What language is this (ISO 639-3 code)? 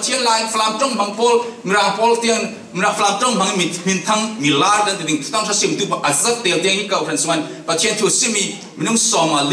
cfm